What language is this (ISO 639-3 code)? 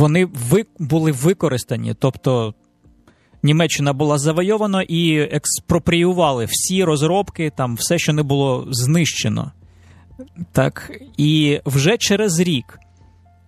ukr